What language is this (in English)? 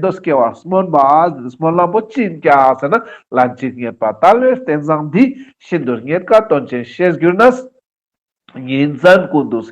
Ladakhi